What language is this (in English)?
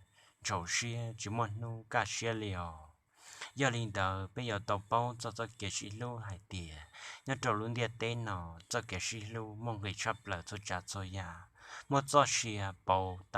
Hmong